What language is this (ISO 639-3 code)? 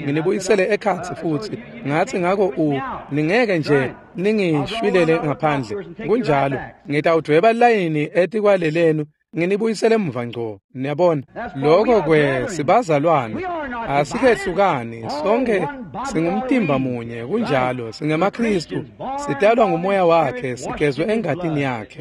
ssw